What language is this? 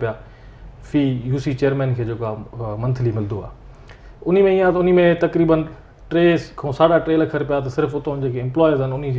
Sindhi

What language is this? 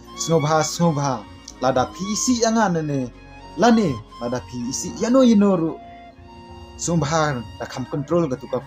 Khasi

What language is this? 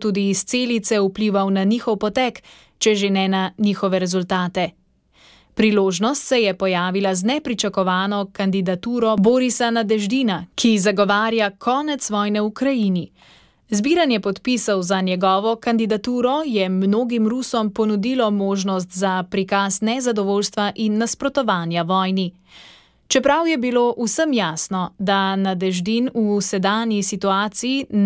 Slovenian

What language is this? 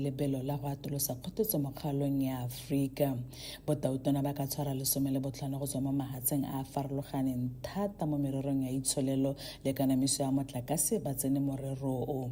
Tswana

